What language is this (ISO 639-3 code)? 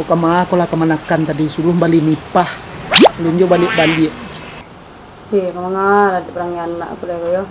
min